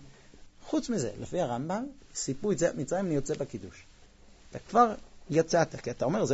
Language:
Hebrew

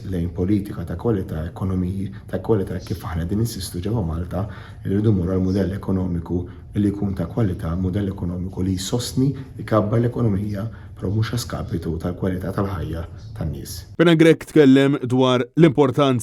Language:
Maltese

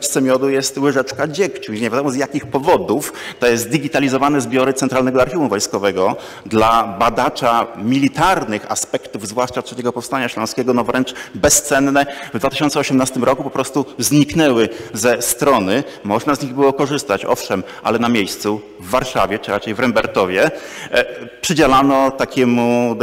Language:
Polish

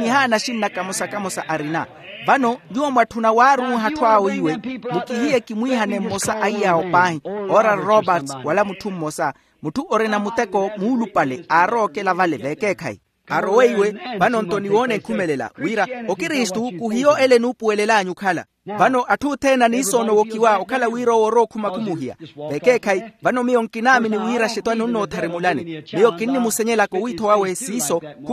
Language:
Makhuwa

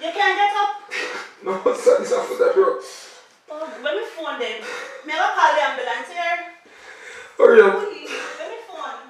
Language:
Jamaican Creole English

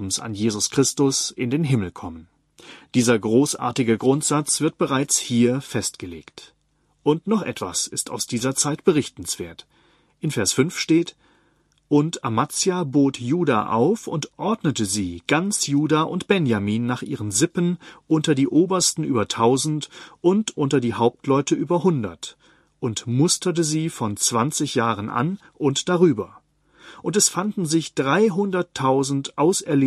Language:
German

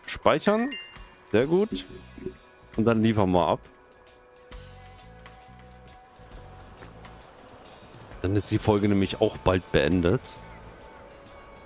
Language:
German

